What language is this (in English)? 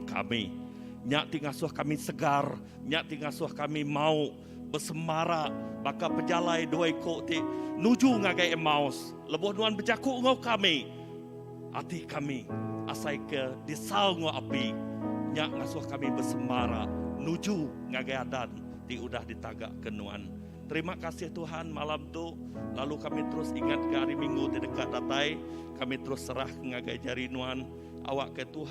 Iban